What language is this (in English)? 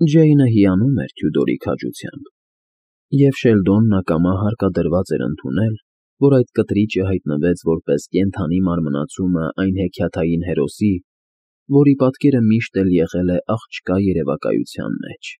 Armenian